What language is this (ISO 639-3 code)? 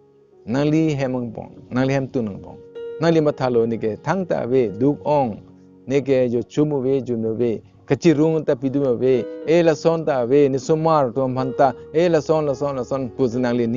mjw